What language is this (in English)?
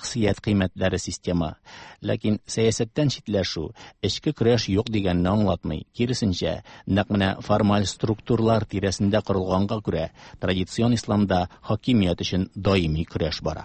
Tatar